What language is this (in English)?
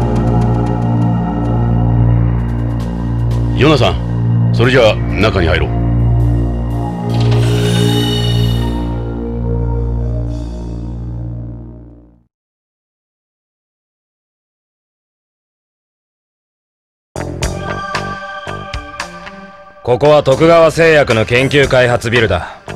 Japanese